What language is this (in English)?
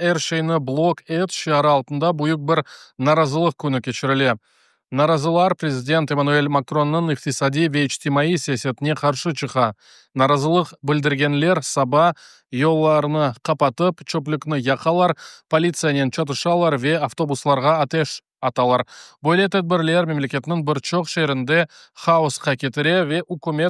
Crimean Tatar